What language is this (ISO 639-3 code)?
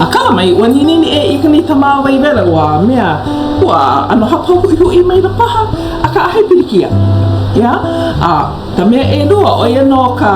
haw